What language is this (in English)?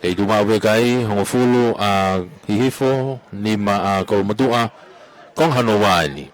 Tongan